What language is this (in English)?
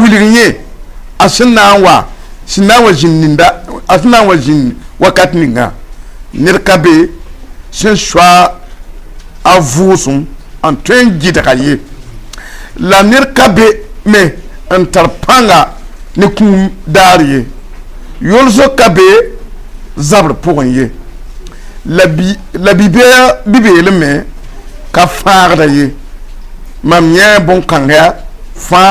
Mossi